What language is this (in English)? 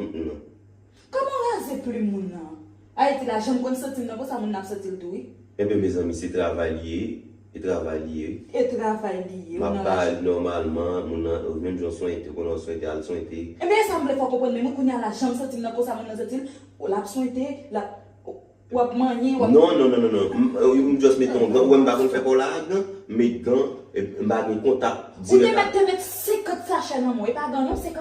Haitian Creole